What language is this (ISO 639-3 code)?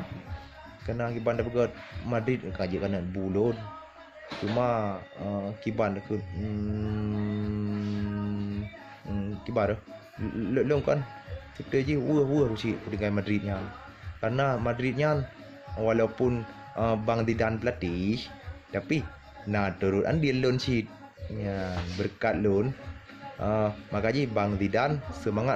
ace